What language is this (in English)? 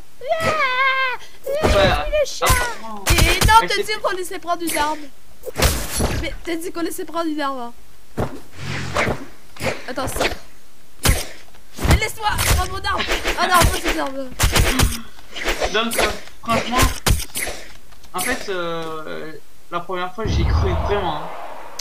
French